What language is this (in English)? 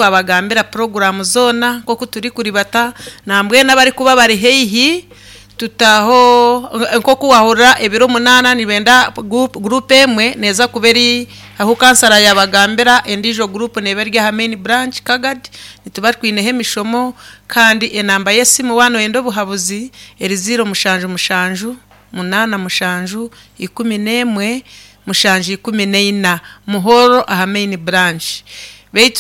Nyankole